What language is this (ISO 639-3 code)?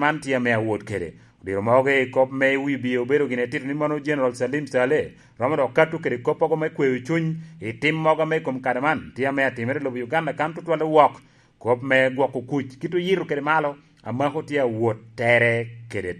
laj